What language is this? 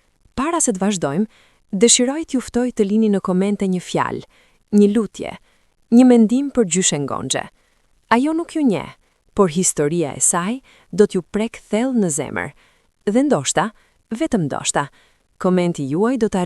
Albanian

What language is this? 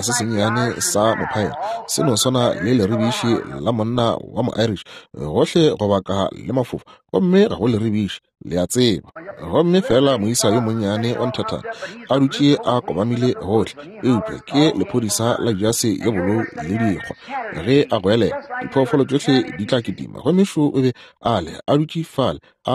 Northern Sotho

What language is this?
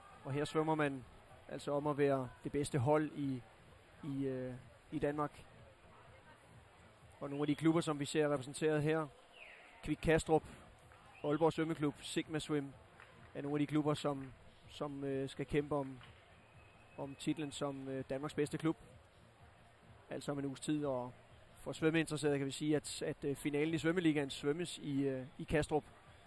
Danish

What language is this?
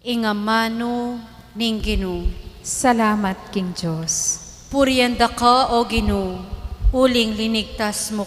Pampanga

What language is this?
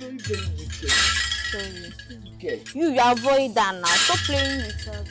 Nigerian Pidgin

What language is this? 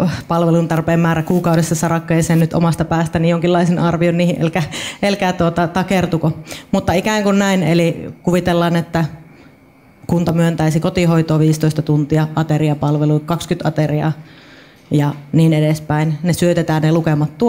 Finnish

